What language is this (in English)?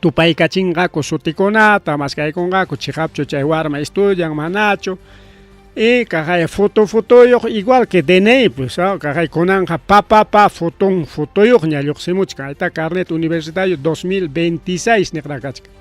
Ayacucho Quechua